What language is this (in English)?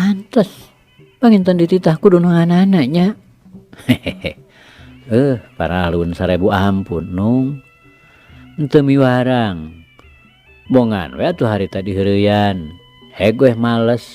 Sundanese